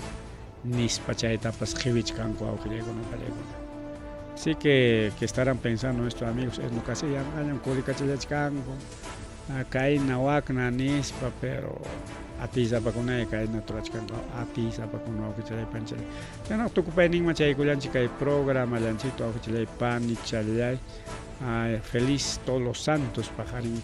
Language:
Ayacucho Quechua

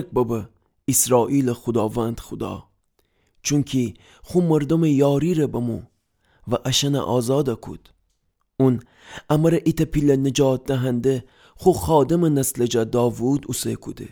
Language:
Gilaki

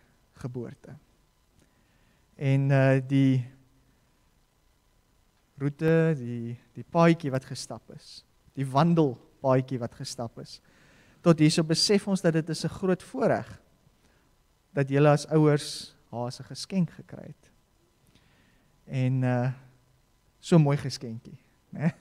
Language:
Afrikaans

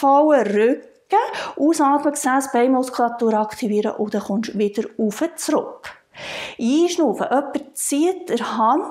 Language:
Swiss German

